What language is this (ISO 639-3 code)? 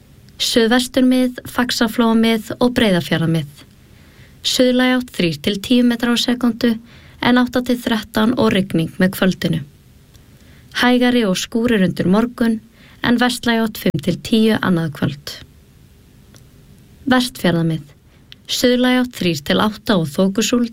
isl